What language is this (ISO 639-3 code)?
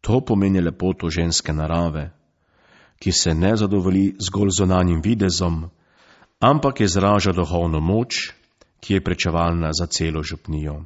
slv